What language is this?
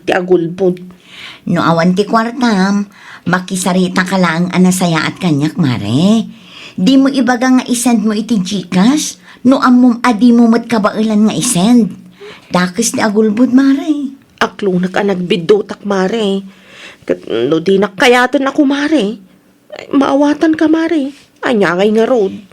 Iloko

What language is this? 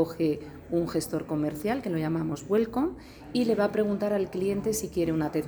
Spanish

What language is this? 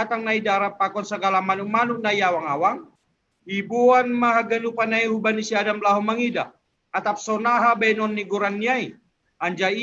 Batak Simalungun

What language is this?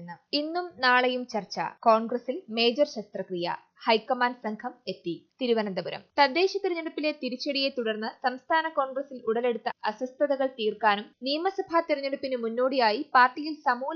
Malayalam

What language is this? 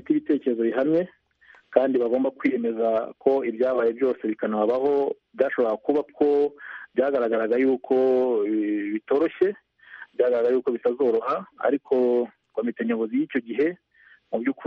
Kinyarwanda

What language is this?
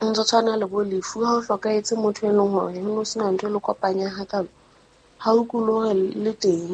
Southern Sotho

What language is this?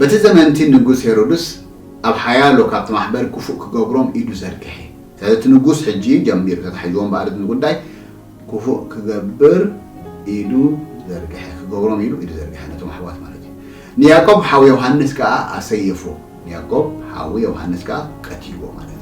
Tigrinya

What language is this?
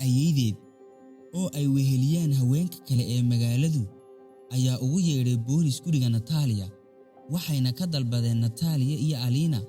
Somali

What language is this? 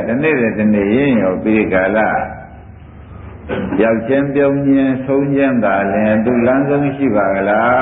Burmese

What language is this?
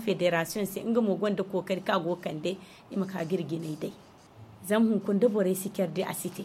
Zarma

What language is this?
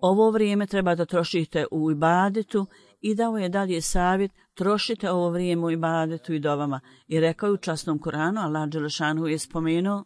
Bosnian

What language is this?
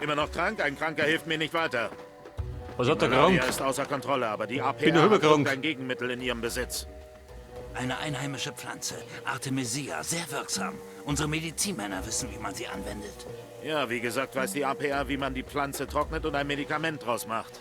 Bavarian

